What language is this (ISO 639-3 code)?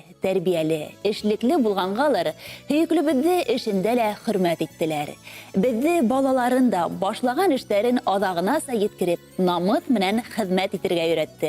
bak